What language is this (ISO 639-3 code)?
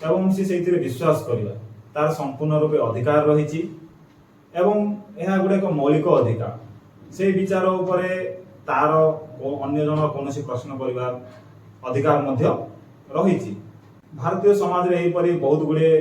ori